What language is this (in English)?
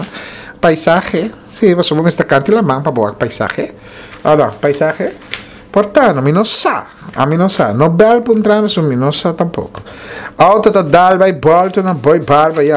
Papiamento